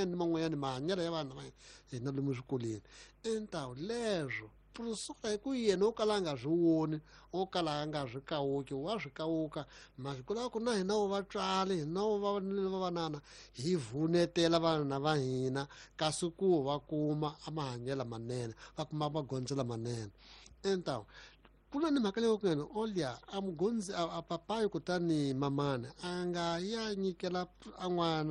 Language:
Tsonga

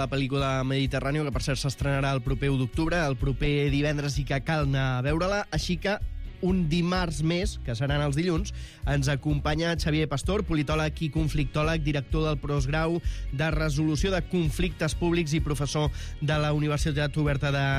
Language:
Catalan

